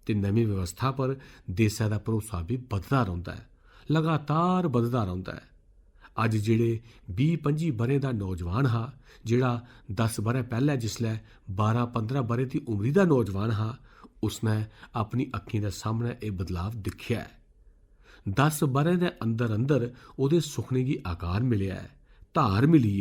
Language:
Dogri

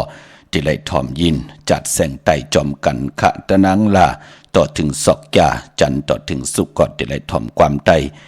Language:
Shan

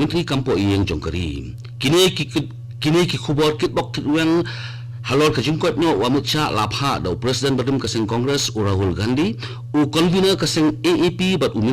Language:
Khasi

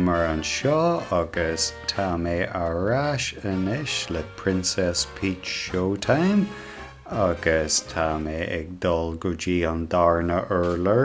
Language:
Irish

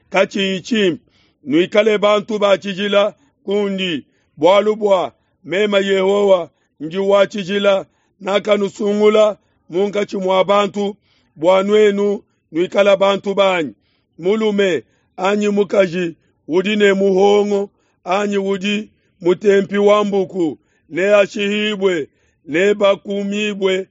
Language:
Luba-Lulua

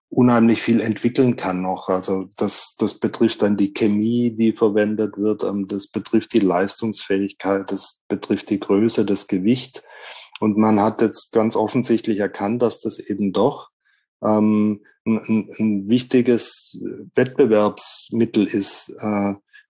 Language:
German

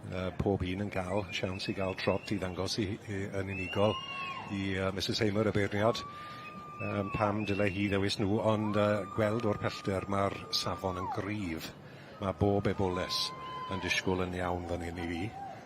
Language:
Welsh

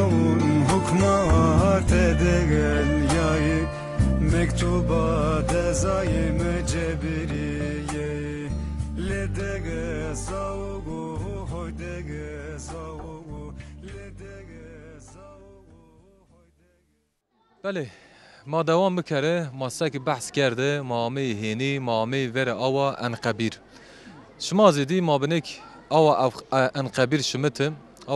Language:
Zaza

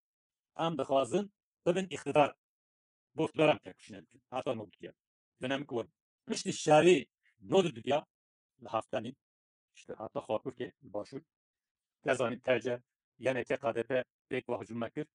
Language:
Kurdish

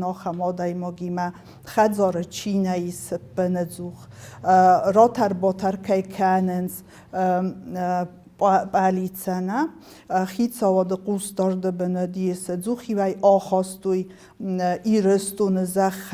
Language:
Ossetic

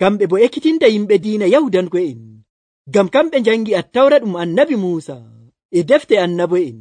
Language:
Nigerian Fulfulde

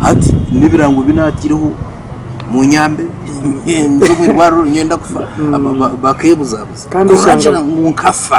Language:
Nyankole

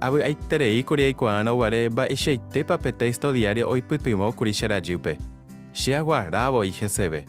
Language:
Guarani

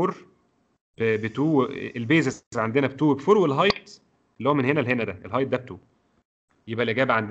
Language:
Egyptian Arabic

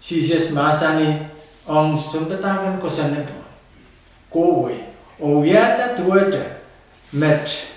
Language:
Pohnpeian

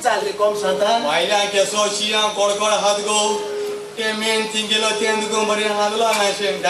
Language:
Konkani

